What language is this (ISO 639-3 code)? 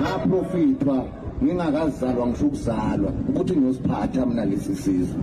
zul